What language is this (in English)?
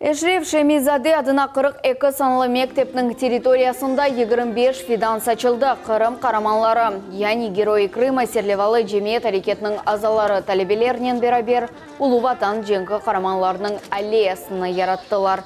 Crimean Tatar